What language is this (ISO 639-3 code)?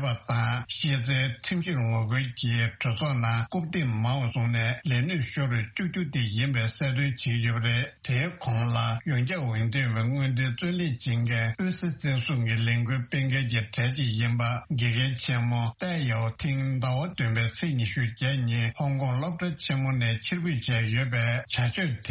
bod